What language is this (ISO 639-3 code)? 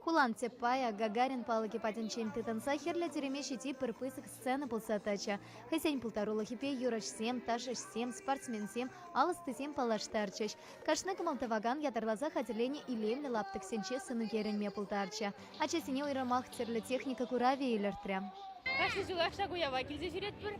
chv